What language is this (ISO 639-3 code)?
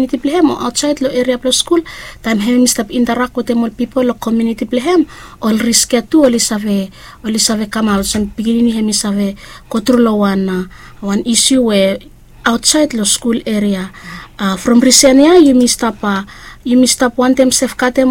bis